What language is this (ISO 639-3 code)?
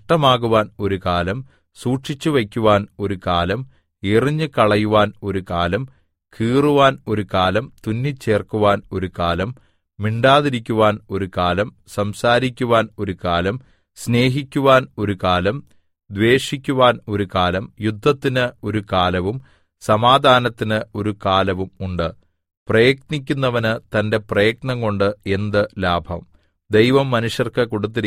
mal